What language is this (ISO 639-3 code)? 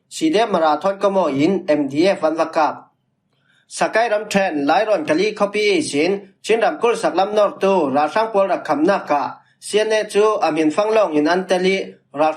cfm